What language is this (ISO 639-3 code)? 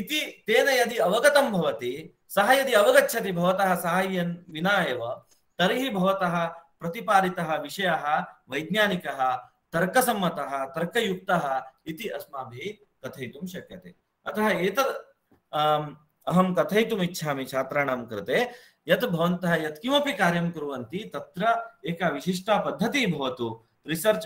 san